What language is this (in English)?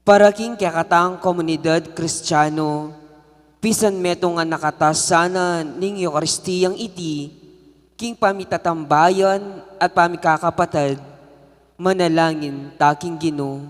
Pampanga